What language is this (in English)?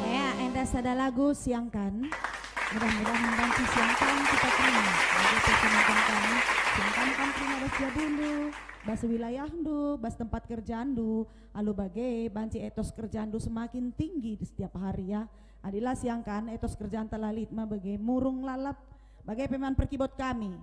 Batak Karo